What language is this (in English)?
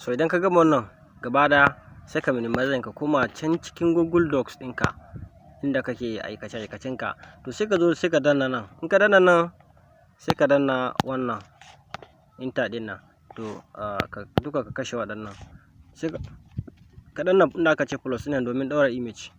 Hausa